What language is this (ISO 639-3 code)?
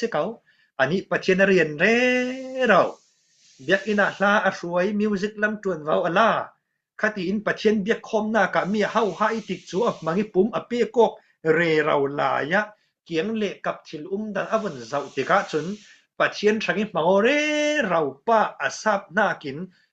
cfm